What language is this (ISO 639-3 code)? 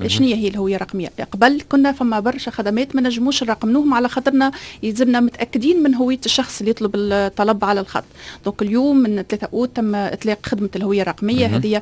aeb